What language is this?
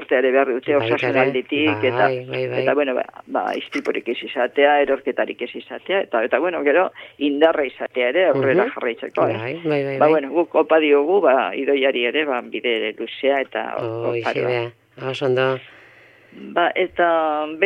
Basque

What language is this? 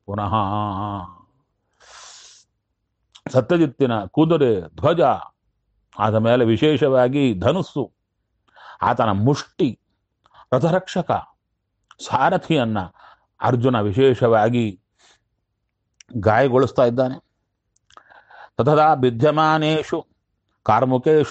Kannada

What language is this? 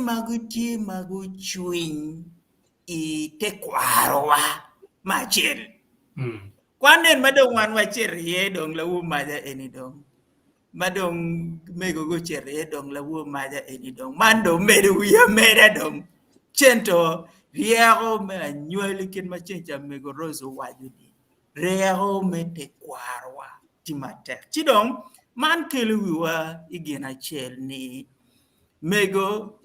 Acoli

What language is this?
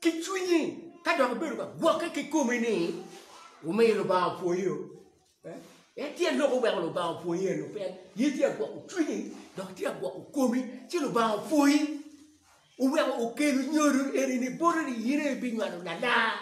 Acoli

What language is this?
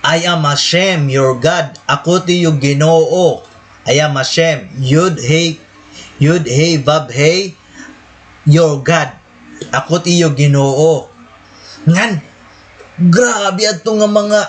Waray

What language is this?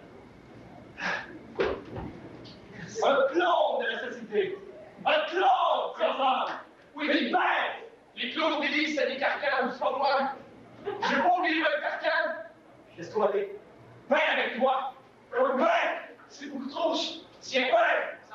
French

